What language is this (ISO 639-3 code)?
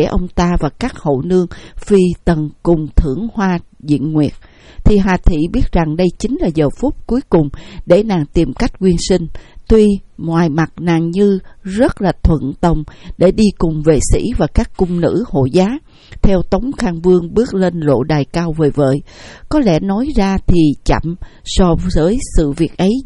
vie